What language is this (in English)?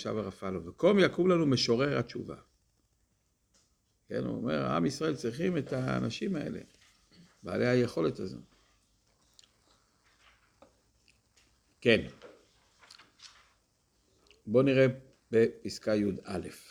Hebrew